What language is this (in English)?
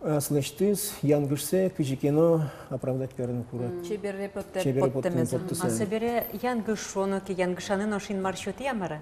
Udmurt